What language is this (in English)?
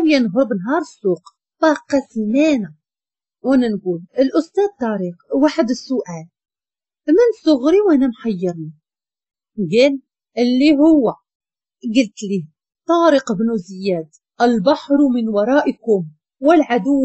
Moroccan Arabic